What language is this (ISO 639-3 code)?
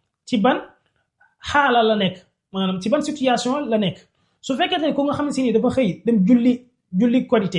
wol